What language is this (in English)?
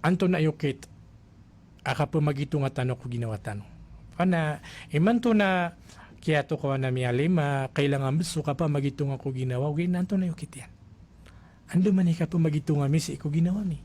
Maranao